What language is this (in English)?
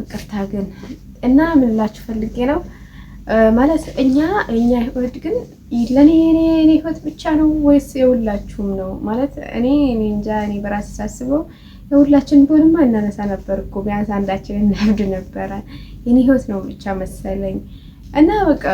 Amharic